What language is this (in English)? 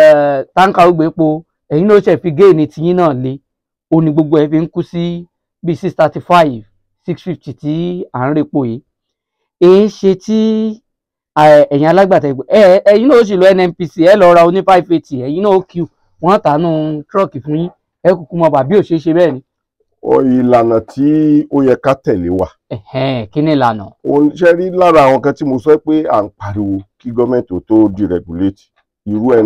Yoruba